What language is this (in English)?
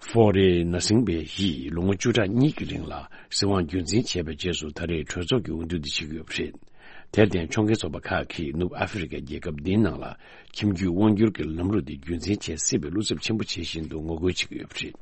Tibetan